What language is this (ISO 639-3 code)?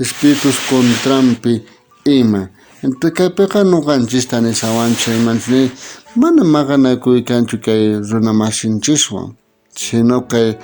quh